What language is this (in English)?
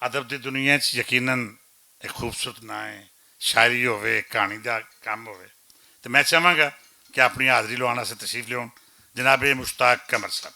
Western Panjabi